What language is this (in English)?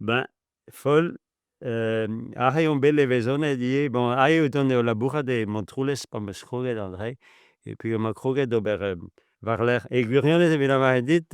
Breton